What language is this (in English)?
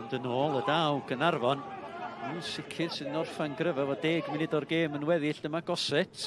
Welsh